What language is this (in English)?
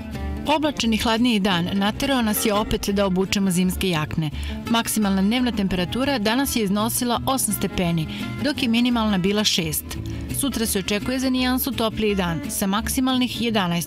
Serbian